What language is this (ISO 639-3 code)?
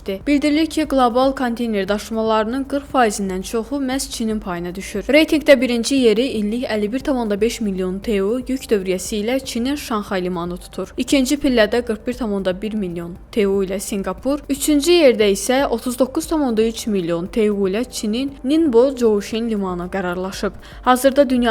aze